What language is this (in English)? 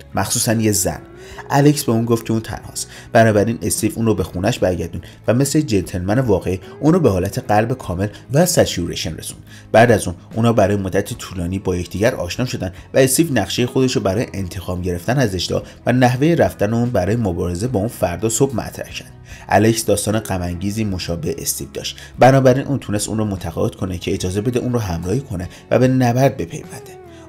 Persian